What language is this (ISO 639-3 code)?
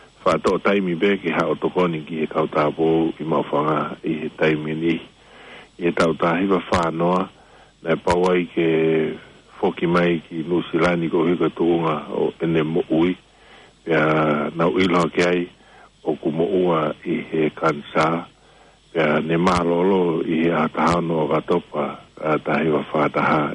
ton